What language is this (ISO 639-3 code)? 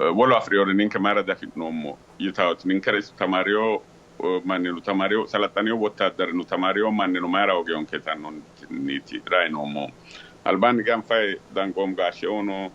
sid